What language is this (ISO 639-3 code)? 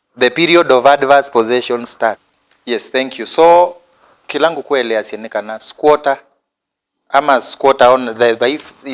kam